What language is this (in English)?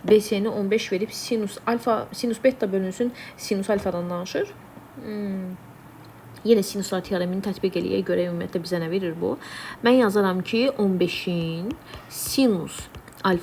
Azerbaijani